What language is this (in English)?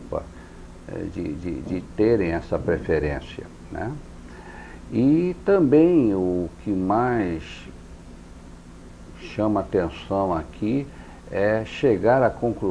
Portuguese